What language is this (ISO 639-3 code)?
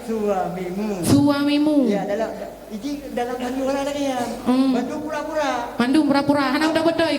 ace